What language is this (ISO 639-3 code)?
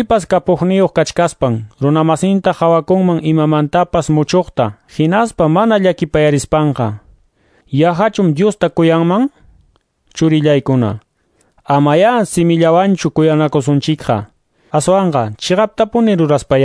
que